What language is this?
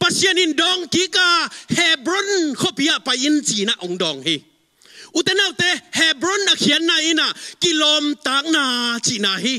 Tedim Chin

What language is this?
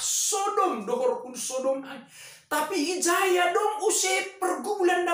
Batak Simalungun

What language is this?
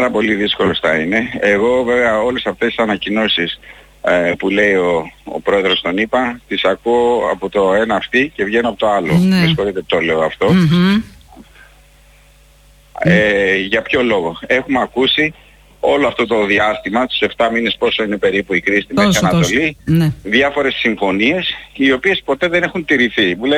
Greek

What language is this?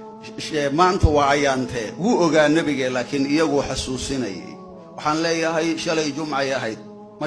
Somali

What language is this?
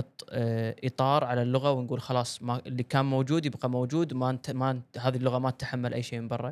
Gulf Arabic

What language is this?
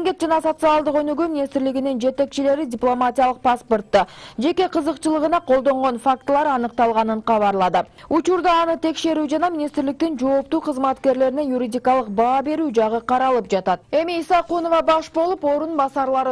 Kyrgyz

